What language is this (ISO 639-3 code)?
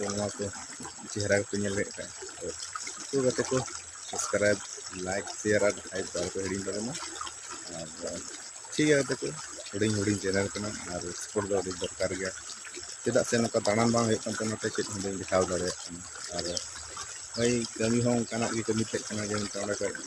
sat